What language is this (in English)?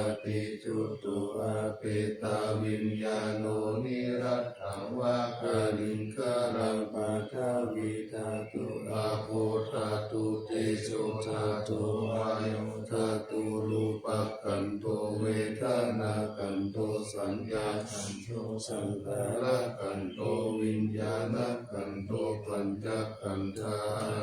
Pali